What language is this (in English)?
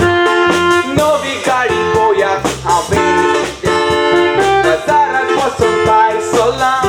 Konkani